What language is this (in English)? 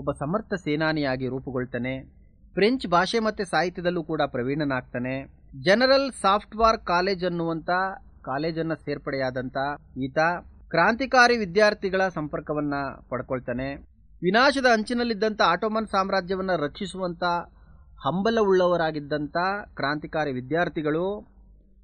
Kannada